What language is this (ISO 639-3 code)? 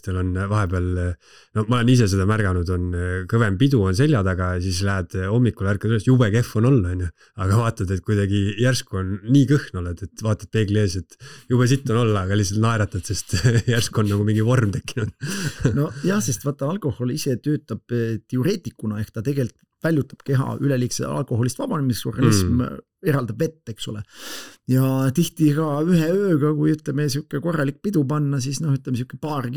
est